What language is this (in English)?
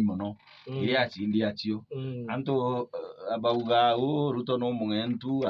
Meru